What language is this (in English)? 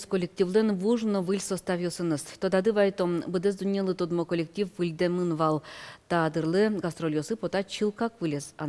Udmurt